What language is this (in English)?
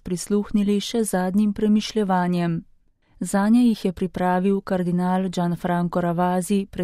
Slovenian